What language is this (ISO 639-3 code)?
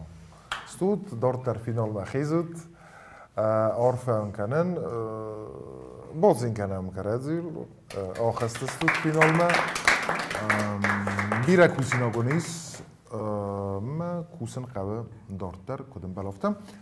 oss